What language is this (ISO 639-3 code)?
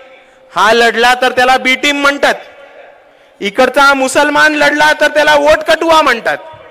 mar